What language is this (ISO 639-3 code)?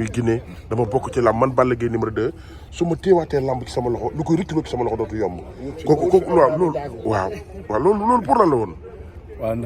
wol